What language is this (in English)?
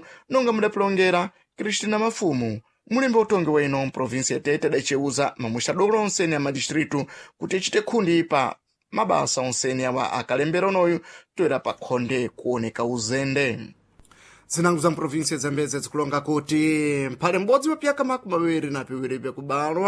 Sena